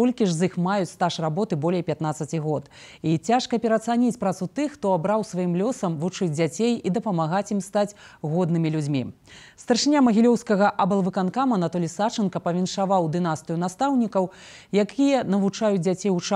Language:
Belarusian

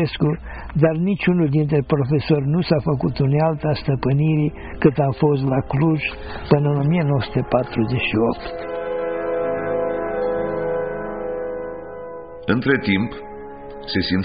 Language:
Romanian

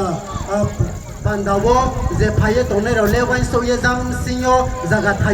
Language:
Riang (India)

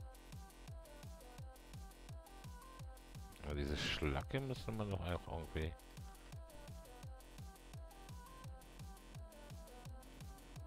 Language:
German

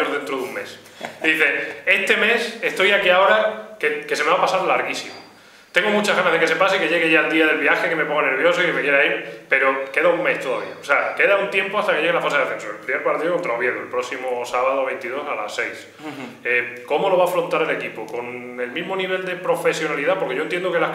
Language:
Spanish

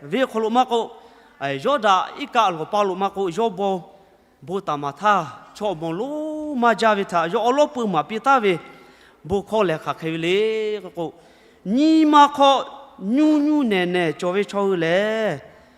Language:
Lahu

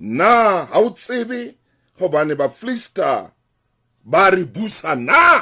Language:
Southern Sotho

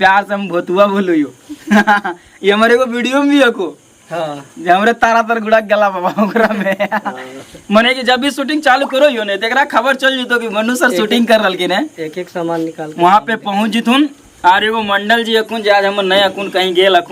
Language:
Magahi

